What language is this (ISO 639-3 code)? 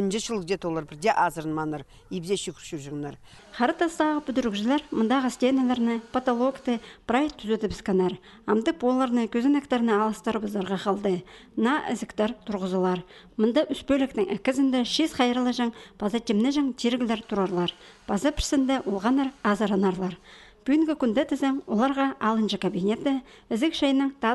kjh